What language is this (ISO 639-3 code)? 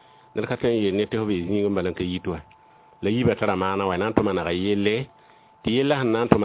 mos